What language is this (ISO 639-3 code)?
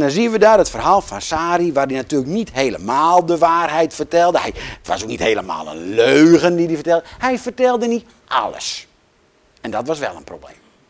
nld